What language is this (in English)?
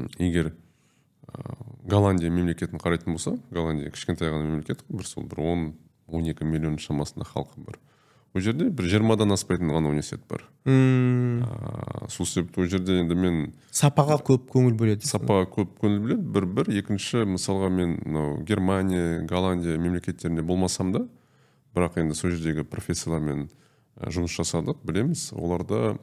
Kazakh